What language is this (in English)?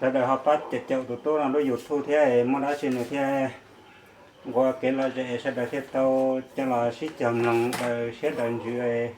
Hmong